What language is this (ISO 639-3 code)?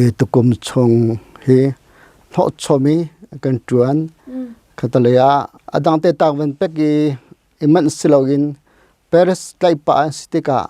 cnh